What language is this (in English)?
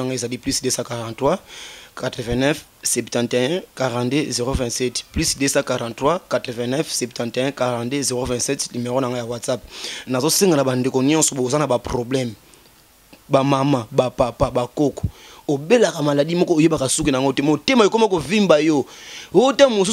Lingala